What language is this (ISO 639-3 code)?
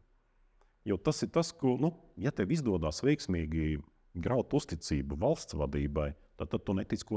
lav